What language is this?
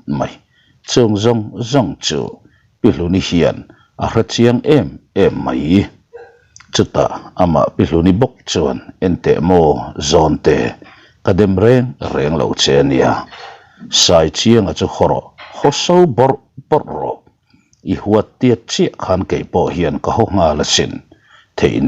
Mizo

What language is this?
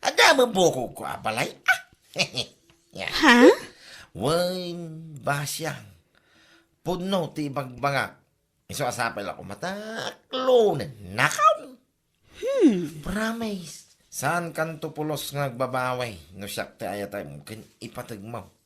Iloko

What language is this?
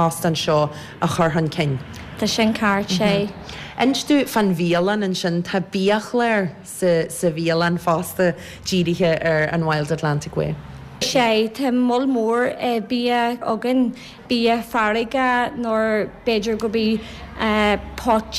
Irish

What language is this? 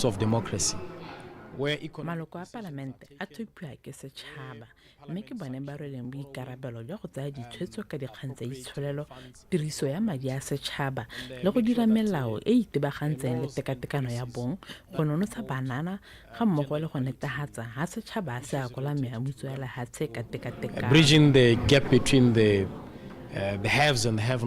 Tswana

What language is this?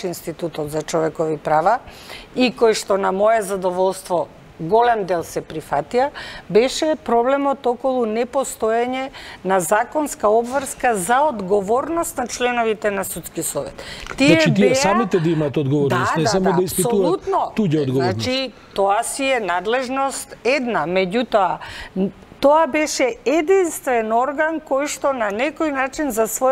Macedonian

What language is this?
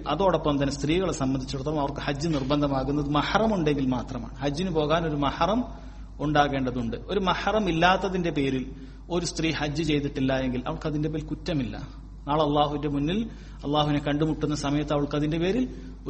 Malayalam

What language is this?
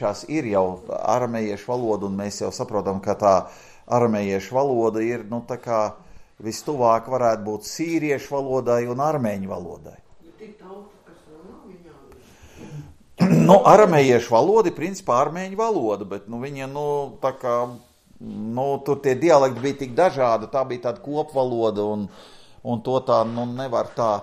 Latvian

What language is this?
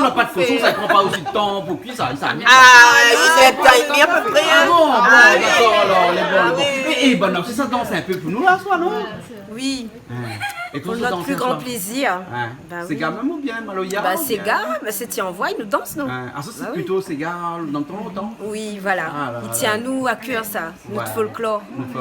Réunion Creole French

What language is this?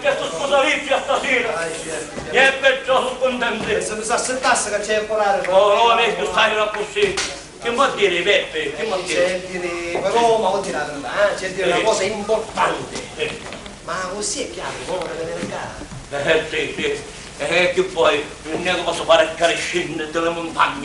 Sicilian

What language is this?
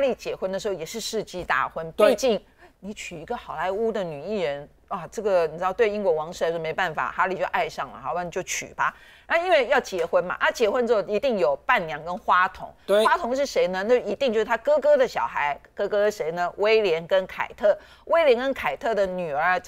Chinese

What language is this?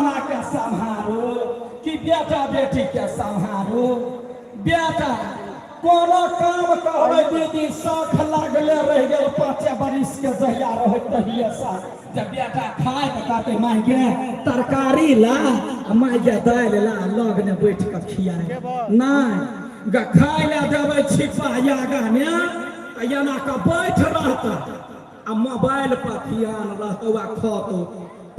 Maithili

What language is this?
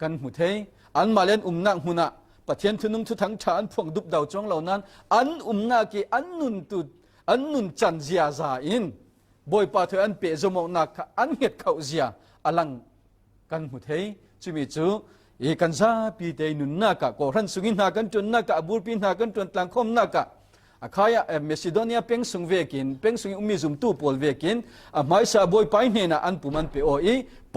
Falam Chin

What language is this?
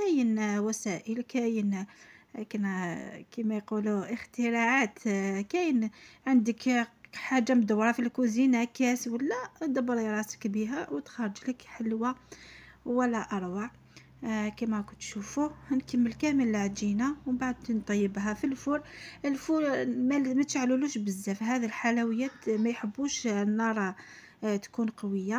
Algerian Arabic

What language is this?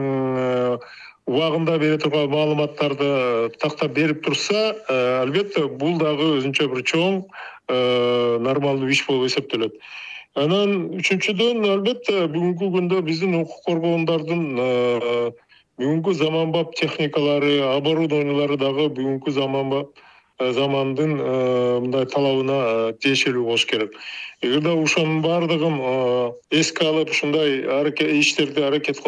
Kyrgyz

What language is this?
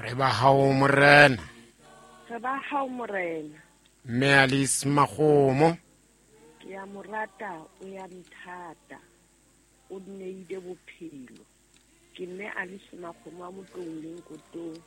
Southern Sotho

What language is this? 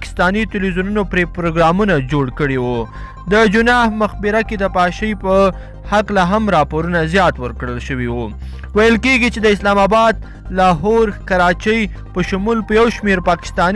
Pashto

